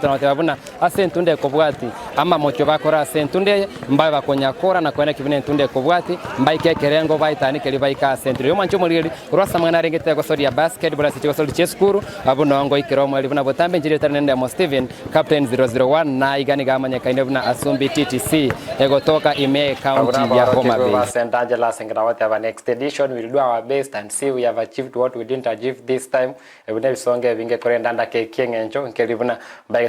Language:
Gusii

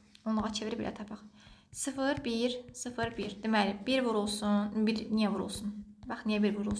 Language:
Azerbaijani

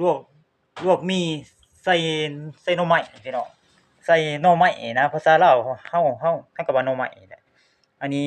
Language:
Lao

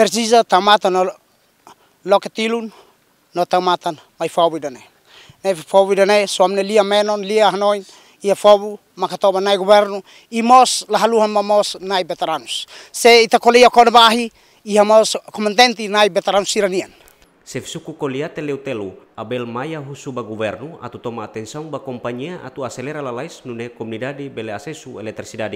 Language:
Tetum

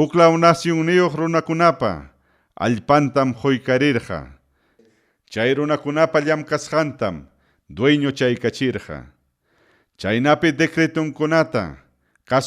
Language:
Ayacucho Quechua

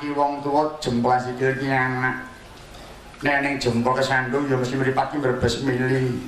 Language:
Javanese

